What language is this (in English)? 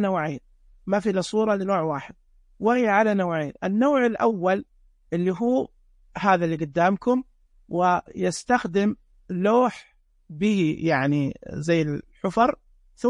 Najdi Arabic